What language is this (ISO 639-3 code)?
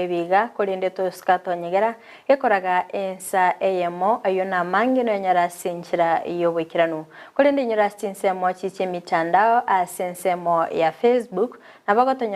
guz